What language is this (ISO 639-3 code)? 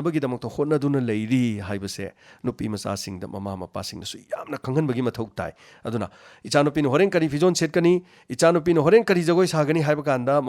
mni